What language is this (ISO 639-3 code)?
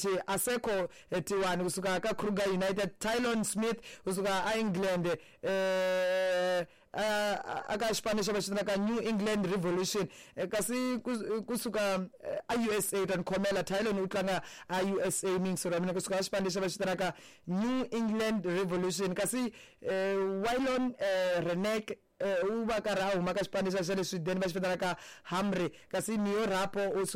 tso